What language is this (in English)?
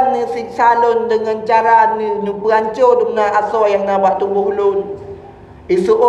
Achinese